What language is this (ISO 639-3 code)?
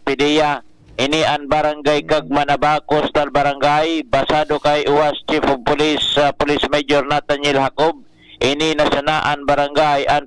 bik